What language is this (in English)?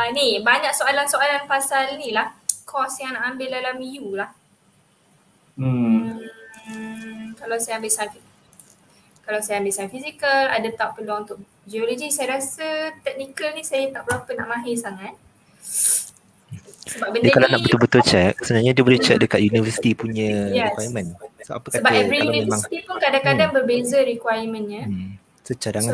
Malay